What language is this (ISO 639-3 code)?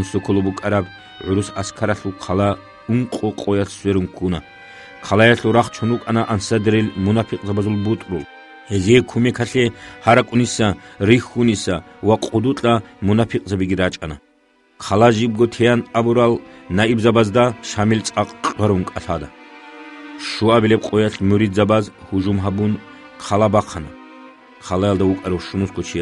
ava